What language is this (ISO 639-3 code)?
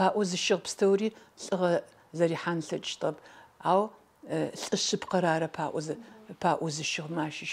ady